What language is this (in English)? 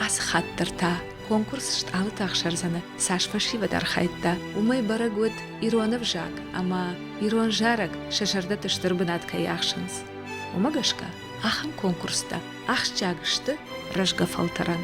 Ossetic